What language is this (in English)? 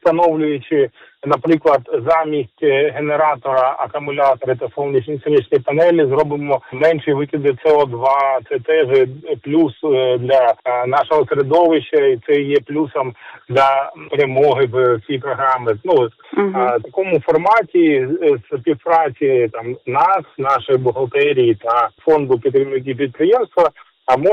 Ukrainian